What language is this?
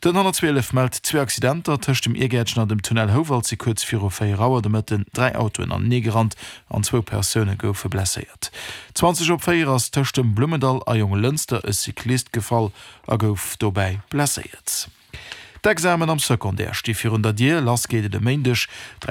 Luxembourgish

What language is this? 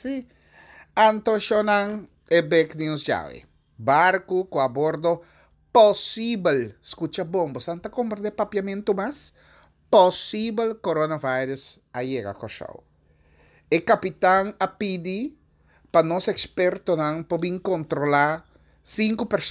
Papiamento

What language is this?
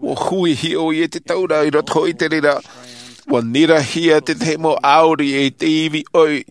Tahitian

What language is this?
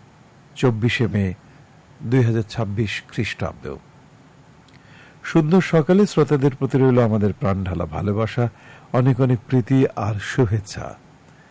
Bangla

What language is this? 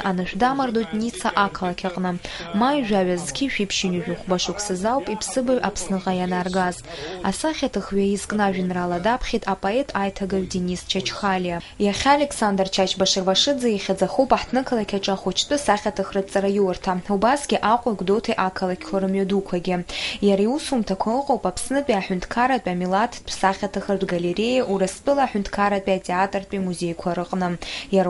Abkhazian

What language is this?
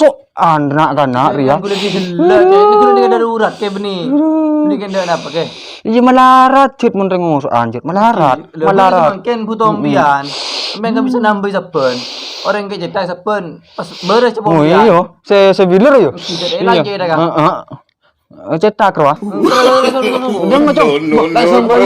Madurese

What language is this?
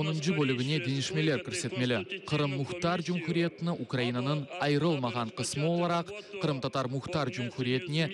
Crimean Tatar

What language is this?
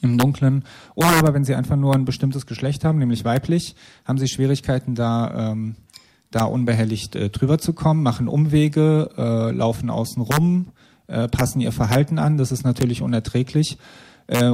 German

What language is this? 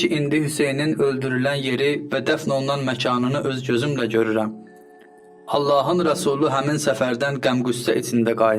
Azerbaijani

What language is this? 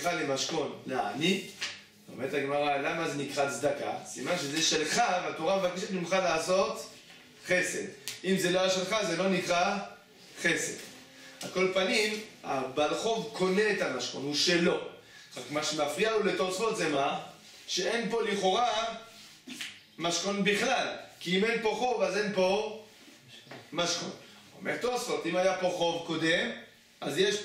Hebrew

